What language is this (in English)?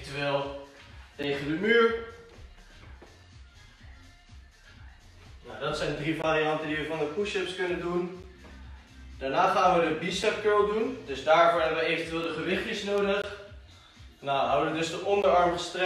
Dutch